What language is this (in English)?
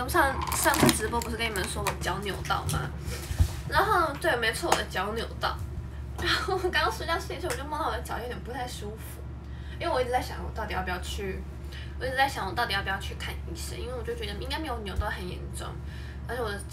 Chinese